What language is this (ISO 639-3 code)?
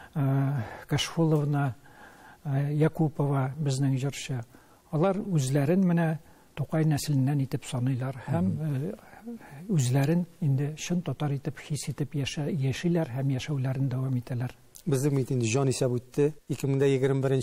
tat